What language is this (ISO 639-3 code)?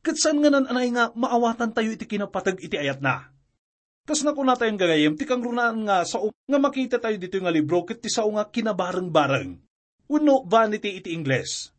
ilo